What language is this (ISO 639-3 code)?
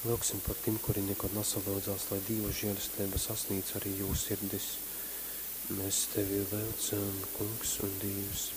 ltg